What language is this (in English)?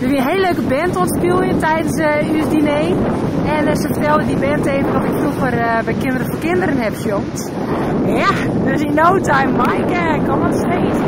Western Frisian